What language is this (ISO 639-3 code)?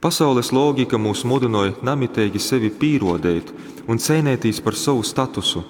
ltg